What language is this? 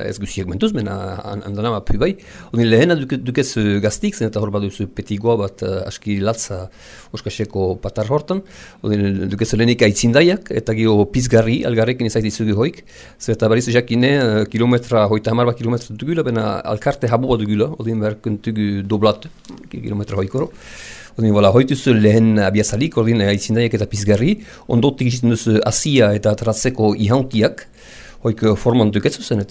Basque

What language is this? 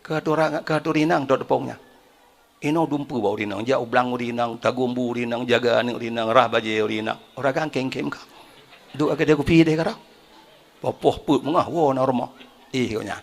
Achinese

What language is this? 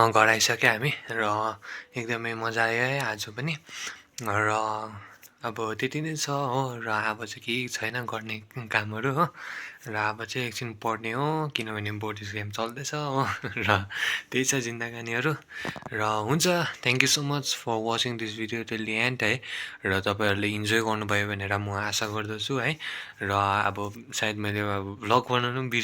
Nepali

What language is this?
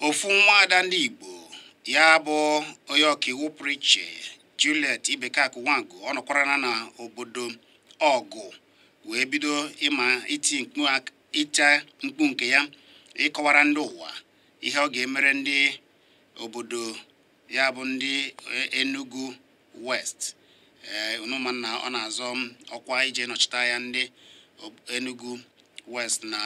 Igbo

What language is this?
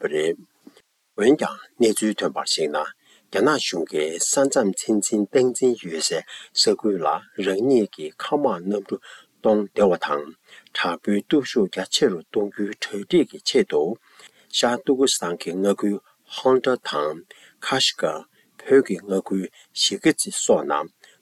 Tibetan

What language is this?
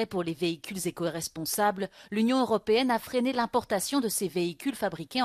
French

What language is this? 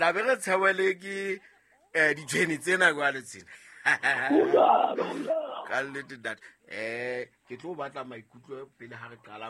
Southern Sotho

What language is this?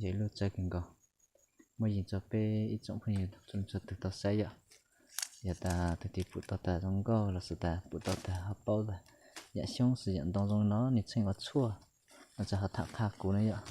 Hmong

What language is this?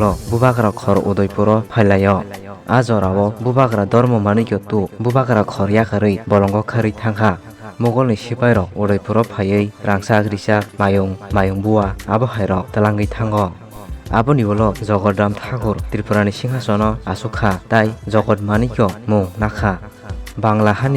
Kok Borok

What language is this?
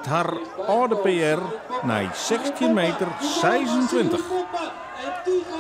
Western Frisian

